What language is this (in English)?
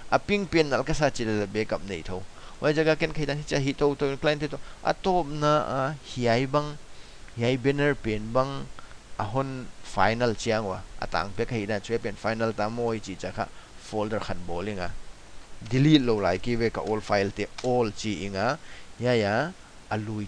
Paite Chin